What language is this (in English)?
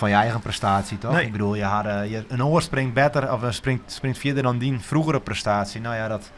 Western Frisian